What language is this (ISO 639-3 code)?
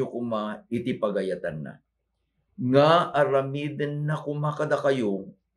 ilo